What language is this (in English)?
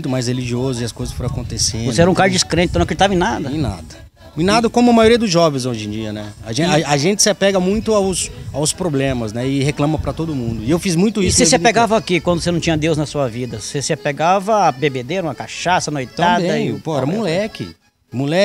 Portuguese